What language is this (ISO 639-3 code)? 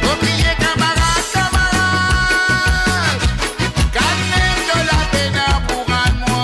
mfe